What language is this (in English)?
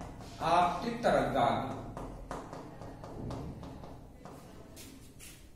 Hindi